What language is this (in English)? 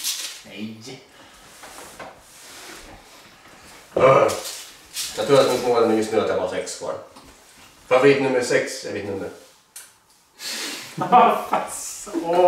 Swedish